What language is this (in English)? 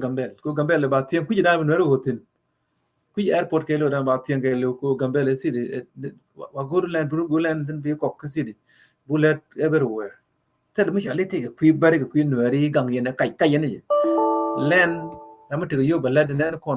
Nuer